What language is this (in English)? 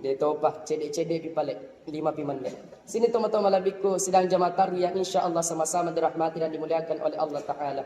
Buginese